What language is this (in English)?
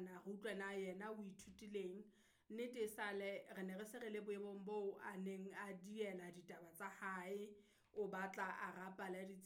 Southern Sotho